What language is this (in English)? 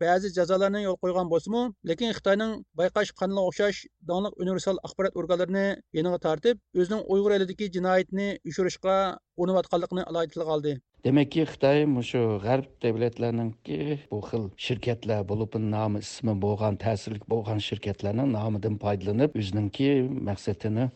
Uyghur